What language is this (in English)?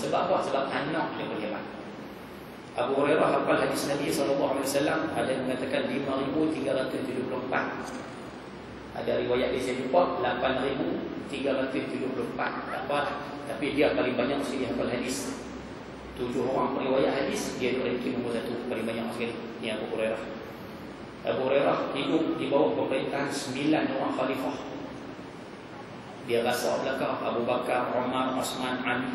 Malay